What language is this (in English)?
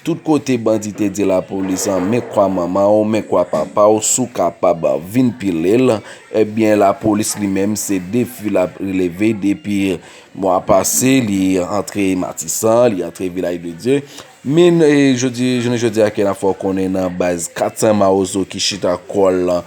Haitian Creole